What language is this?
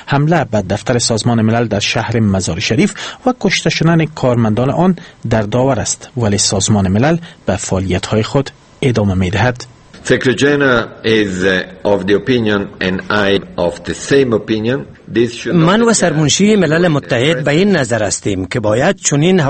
Persian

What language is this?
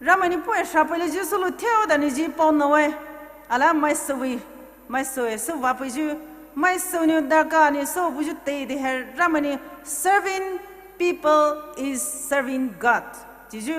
Poumei Naga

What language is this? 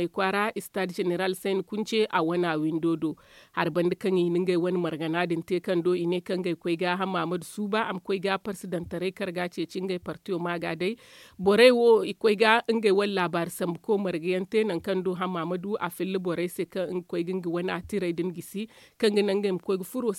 Zarma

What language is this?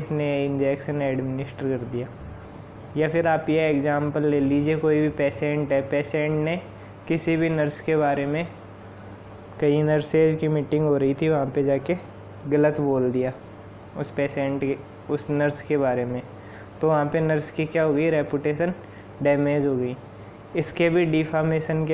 Hindi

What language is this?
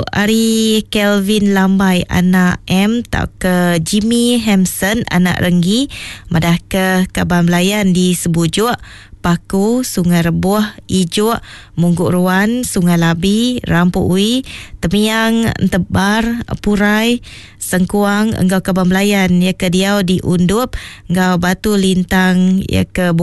Iban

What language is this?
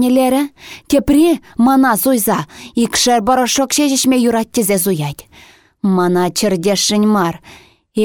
Chuvash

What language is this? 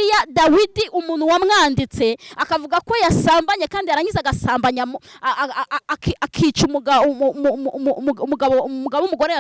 Kinyarwanda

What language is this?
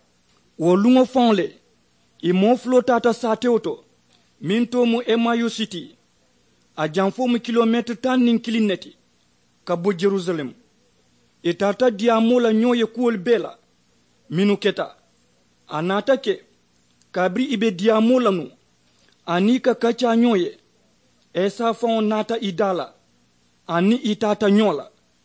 Mandingo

